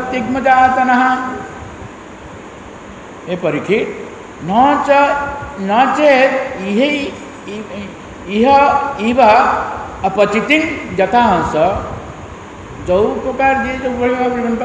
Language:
Odia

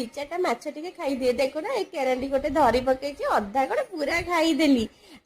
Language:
Odia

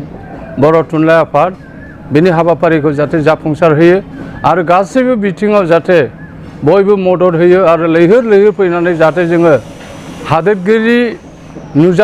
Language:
Bodo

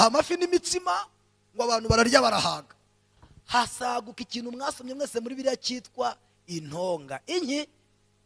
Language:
Kinyarwanda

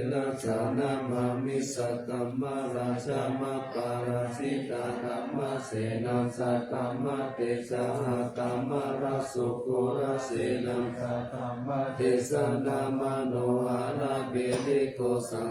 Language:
Pali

